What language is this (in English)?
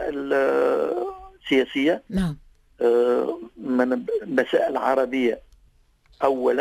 Tunisian Arabic